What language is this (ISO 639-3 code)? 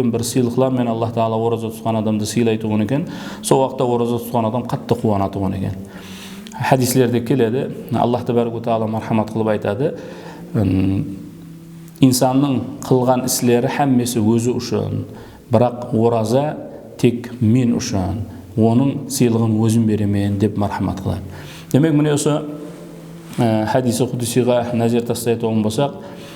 kaa